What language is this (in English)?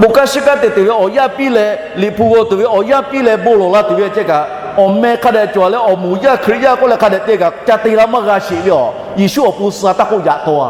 Lahu